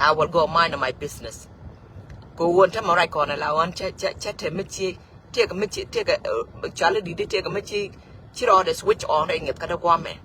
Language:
Nuer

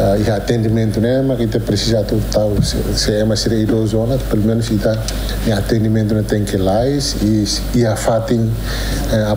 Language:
Tetum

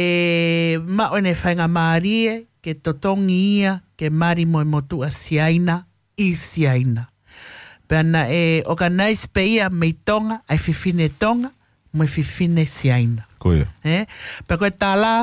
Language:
Tongan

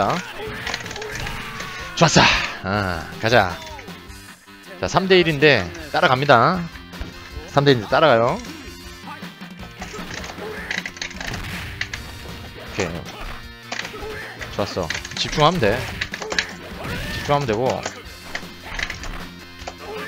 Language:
Korean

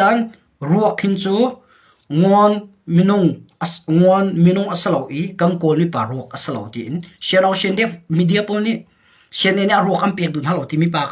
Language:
Hakha Chin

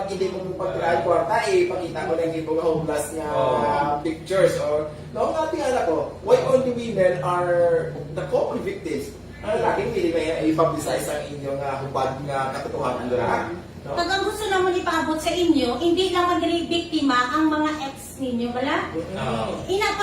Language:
Hiligaynon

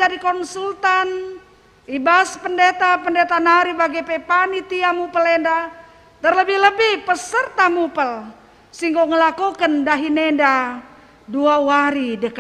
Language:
Batak Karo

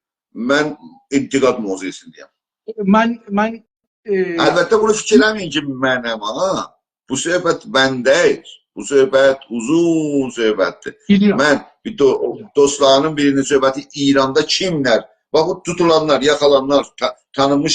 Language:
South Azerbaijani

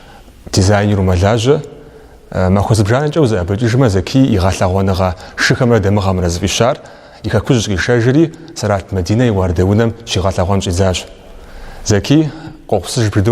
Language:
Kabardian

